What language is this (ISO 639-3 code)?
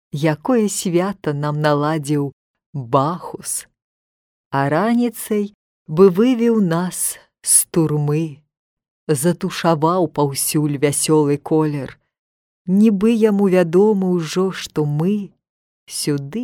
bel